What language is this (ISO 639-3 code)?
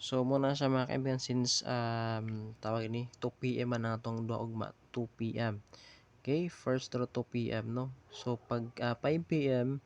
ceb